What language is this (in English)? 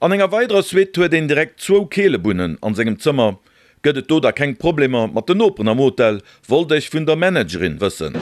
Luxembourgish